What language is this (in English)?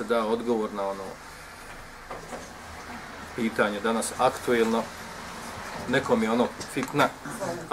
Bosnian